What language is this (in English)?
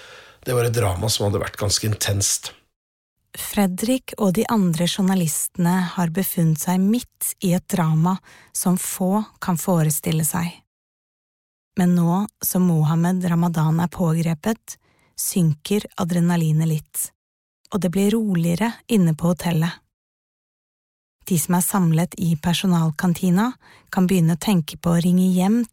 Norwegian